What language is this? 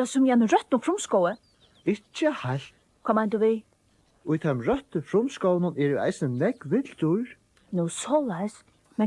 Faroese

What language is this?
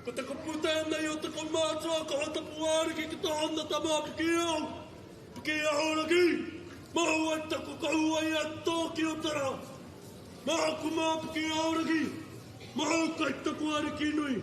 Māori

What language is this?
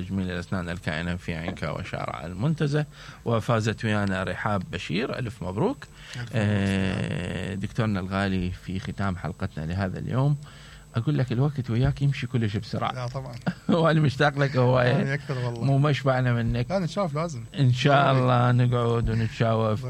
Mesopotamian Arabic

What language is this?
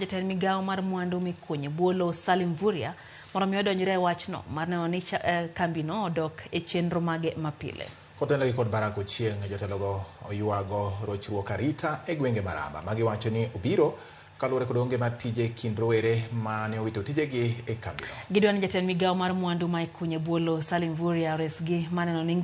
Luo (Kenya and Tanzania)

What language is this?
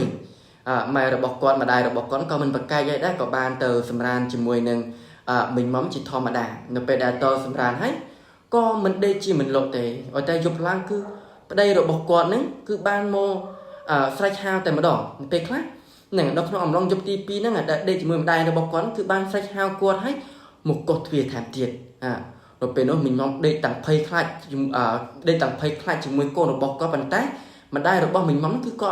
Khmer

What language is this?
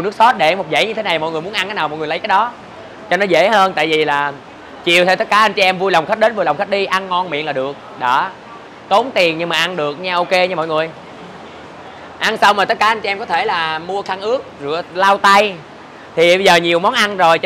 Vietnamese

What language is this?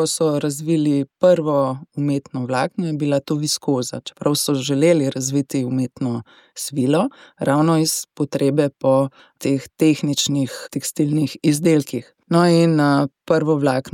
Slovenian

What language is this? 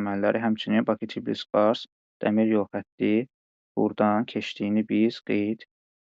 Azerbaijani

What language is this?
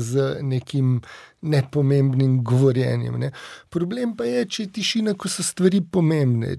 Slovenian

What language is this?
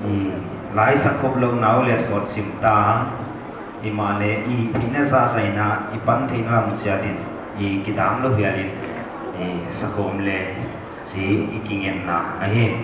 Paite Chin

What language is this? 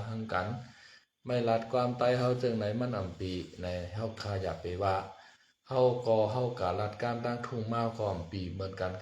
Shan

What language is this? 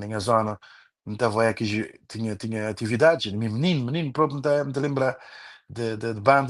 Kabuverdianu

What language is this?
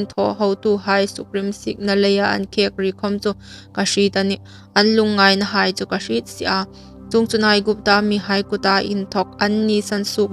Hmar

